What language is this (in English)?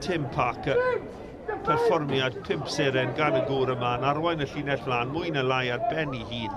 Welsh